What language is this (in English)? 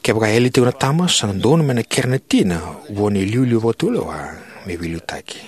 Fijian